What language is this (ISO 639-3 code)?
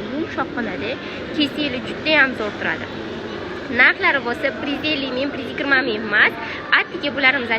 uzb